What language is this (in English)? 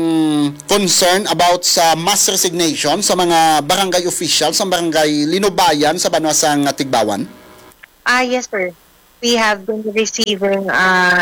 Hiligaynon